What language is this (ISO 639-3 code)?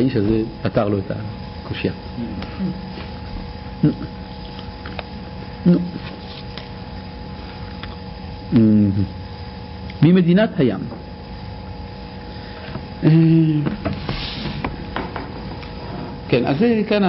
heb